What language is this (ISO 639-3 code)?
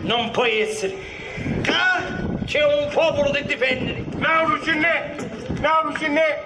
scn